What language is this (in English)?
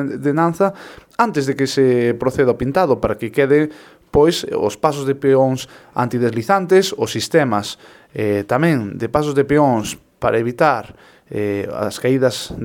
Galician